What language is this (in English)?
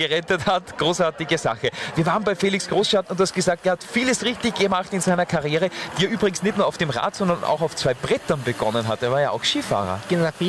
German